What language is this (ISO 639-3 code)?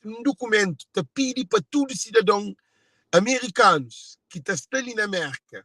kea